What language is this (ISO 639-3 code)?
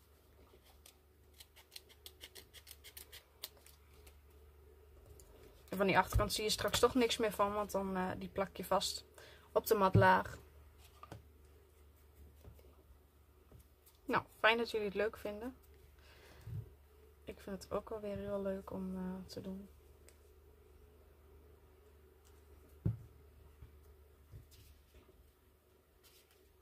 nld